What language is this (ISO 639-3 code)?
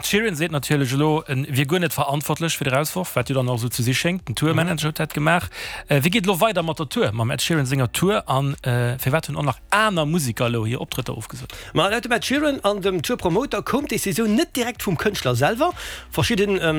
ltz